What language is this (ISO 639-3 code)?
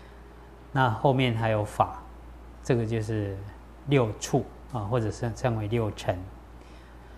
zho